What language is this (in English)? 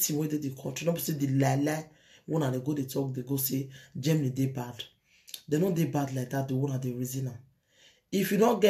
Nigerian Pidgin